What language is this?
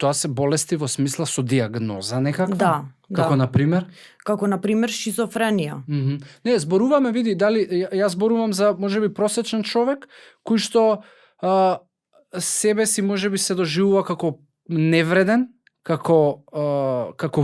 Macedonian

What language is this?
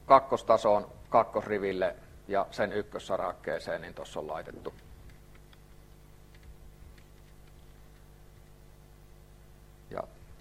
Finnish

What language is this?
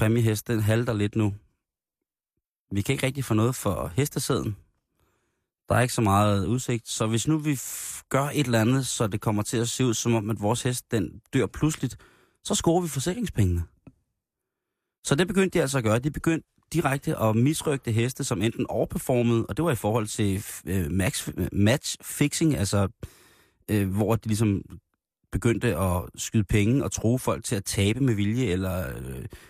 Danish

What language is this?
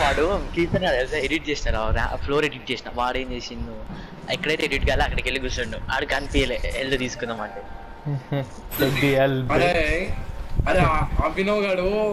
Telugu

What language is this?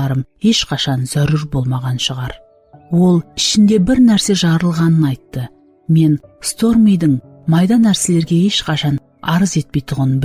Kara-Kalpak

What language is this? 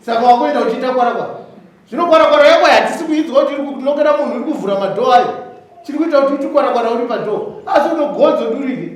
Shona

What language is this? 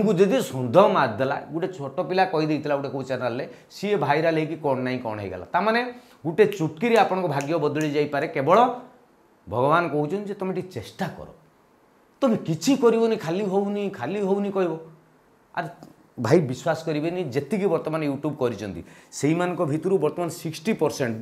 Odia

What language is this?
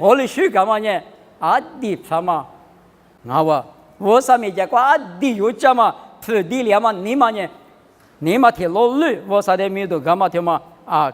Lisu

